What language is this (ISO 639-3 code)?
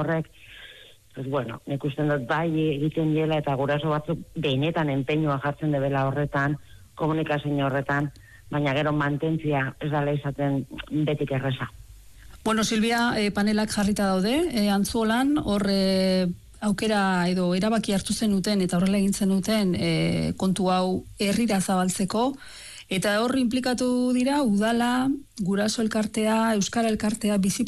eus